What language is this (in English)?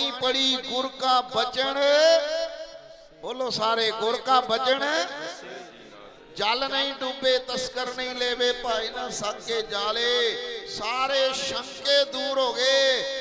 Punjabi